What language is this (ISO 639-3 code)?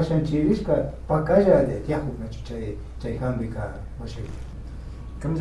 qvi